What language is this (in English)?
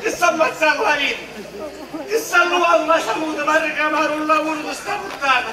Sicilian